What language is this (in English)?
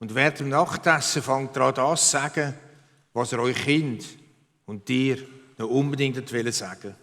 Swiss German